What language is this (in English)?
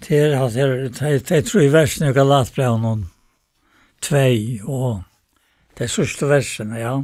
Faroese